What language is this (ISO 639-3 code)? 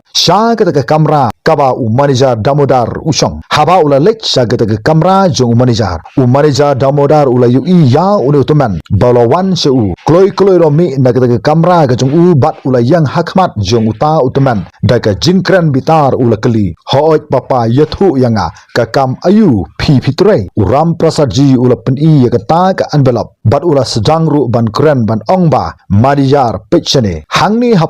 kha